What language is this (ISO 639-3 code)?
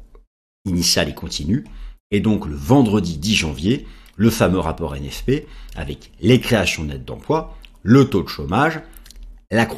fra